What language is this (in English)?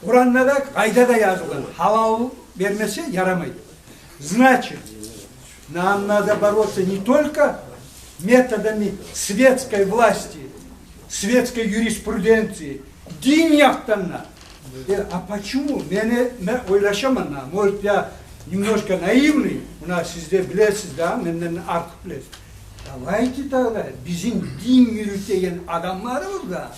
Kumyk